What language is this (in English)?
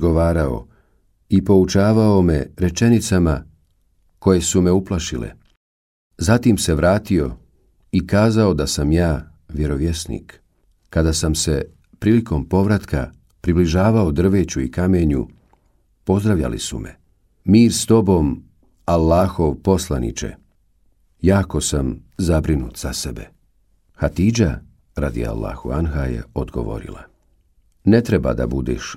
Bosnian